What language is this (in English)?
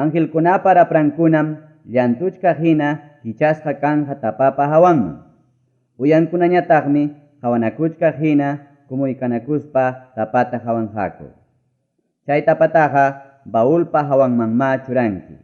Ayacucho Quechua